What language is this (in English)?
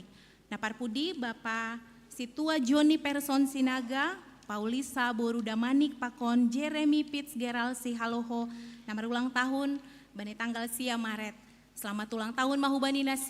Batak Simalungun